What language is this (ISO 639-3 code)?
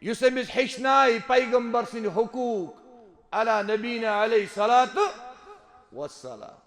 kas